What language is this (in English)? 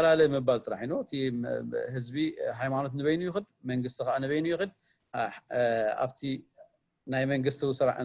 Tigrinya